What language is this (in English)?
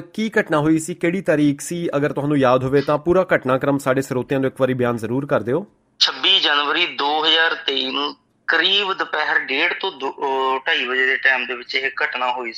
Punjabi